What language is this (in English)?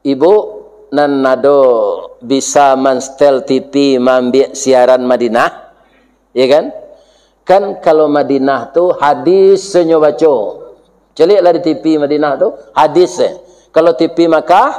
Minangkabau